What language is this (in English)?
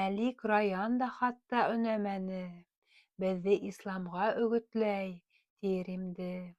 Bashkir